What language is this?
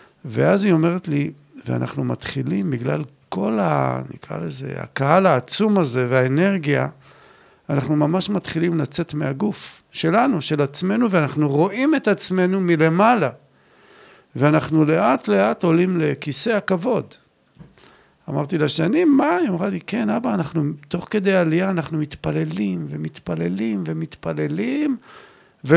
Hebrew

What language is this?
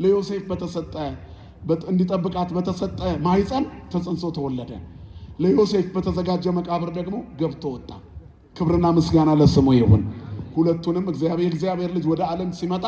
Amharic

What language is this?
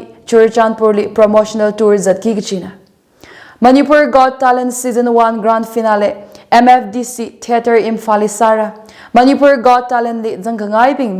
Tangkhul Naga (India)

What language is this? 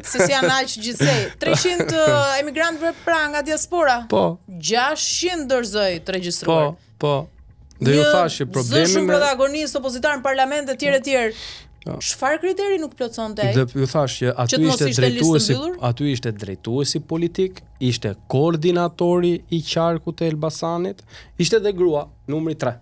Albanian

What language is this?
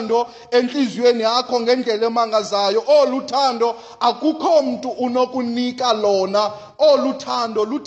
Xhosa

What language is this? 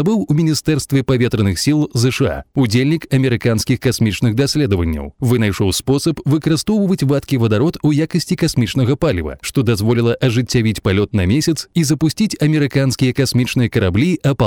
Belarusian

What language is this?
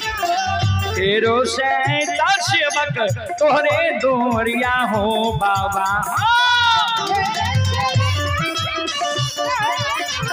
Bhojpuri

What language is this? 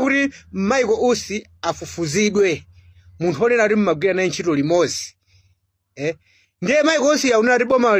Nyanja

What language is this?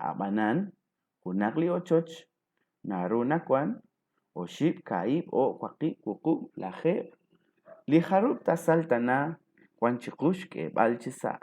Kekchí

